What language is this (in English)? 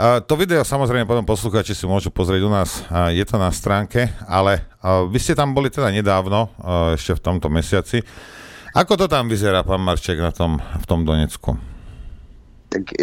Slovak